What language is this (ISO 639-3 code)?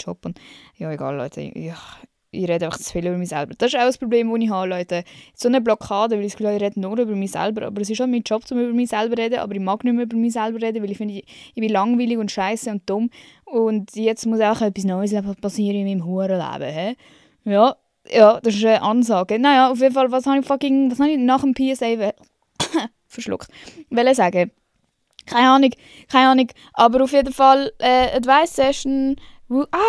gsw